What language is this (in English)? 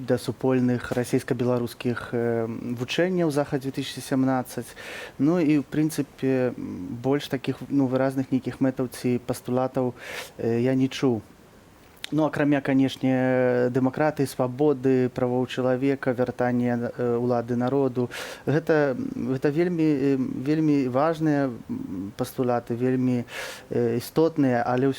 Belarusian